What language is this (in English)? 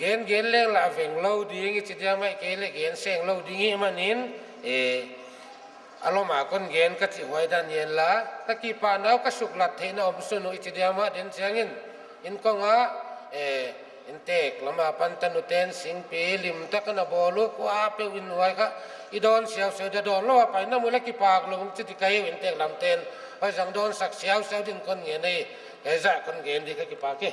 Paite Chin